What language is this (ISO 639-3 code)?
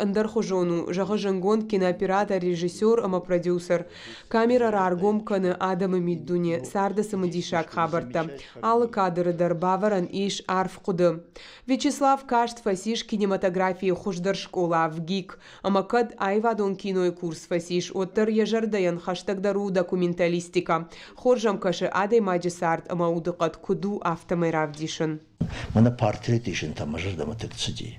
oss